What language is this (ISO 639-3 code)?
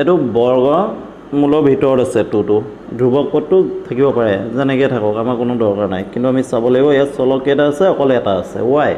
asm